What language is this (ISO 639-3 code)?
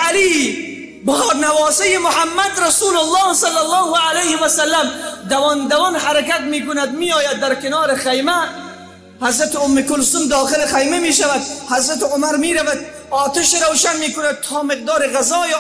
fas